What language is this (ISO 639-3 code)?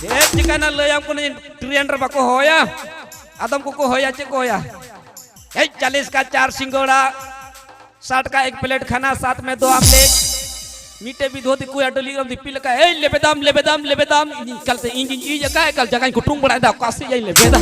sat